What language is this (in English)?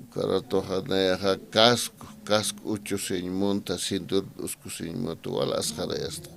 Aymara